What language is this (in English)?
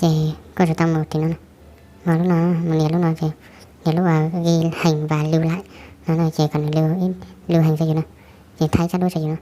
Hmong